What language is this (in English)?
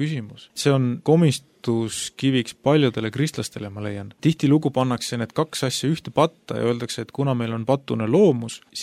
Estonian